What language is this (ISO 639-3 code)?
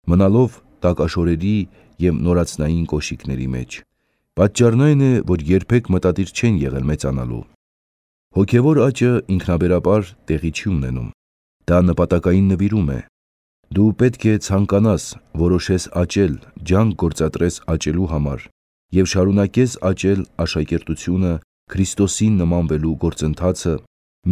hye